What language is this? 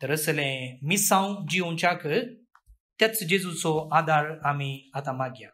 Konkani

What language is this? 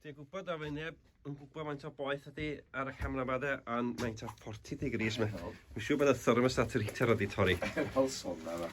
Welsh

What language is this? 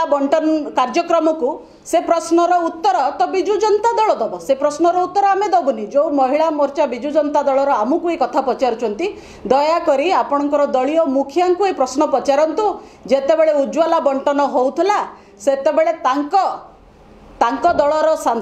Odia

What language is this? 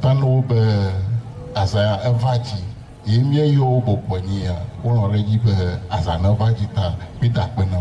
Ewe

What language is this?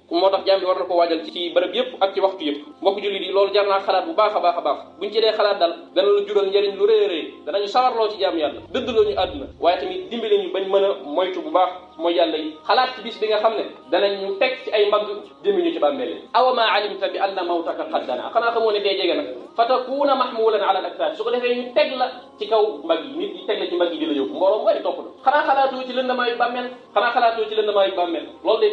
Wolof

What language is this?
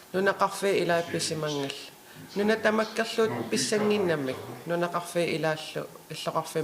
Kalaallisut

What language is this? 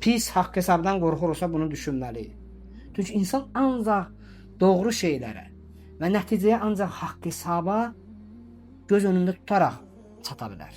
Azerbaijani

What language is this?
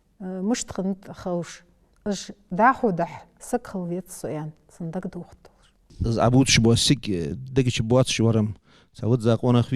Ingush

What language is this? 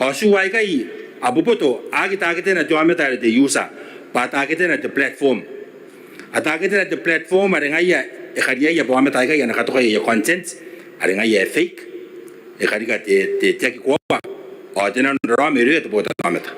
Gilbertese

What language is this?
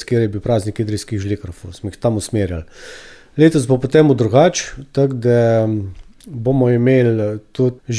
Slovenian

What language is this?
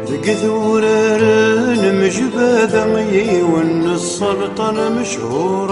Kabyle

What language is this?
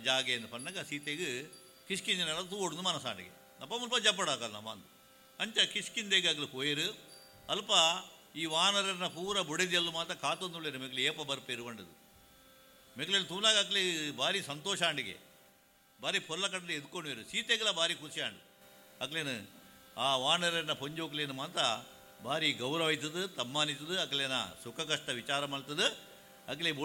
Tulu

